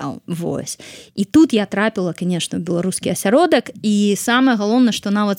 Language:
Belarusian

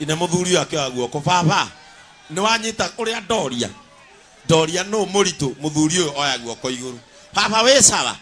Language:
Kikuyu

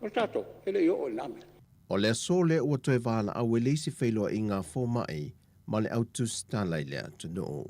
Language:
Samoan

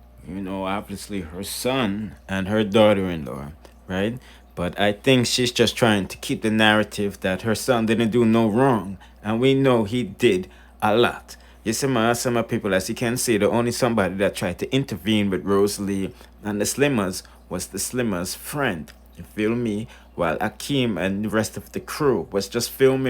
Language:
Jamaican Creole English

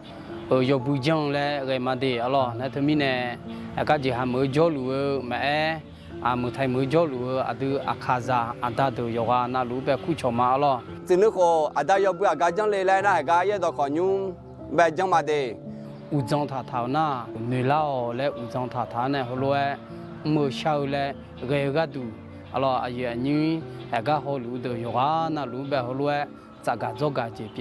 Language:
Akha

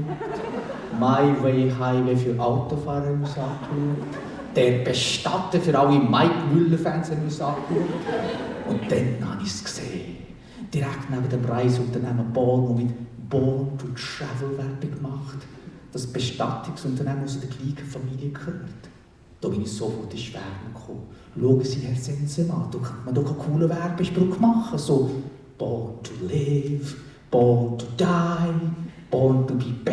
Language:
Swiss German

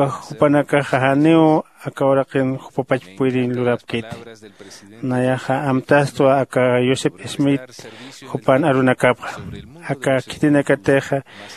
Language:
Aymara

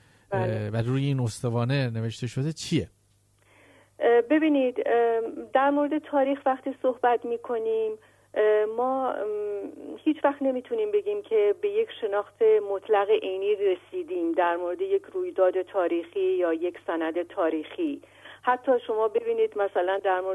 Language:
Persian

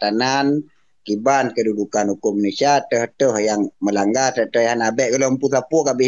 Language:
Achinese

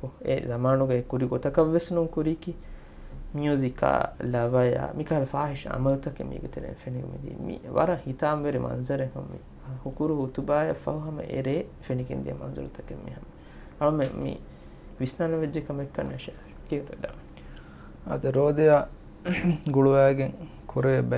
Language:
Divehi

